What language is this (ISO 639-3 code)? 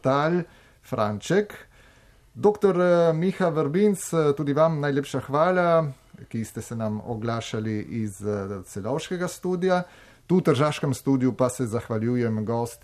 slv